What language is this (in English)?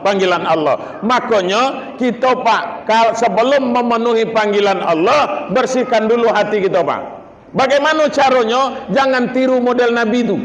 Minangkabau